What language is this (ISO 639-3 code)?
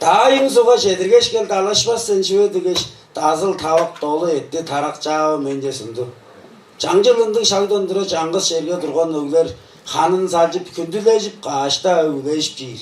tyv